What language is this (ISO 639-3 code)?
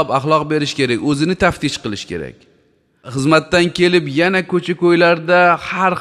uzb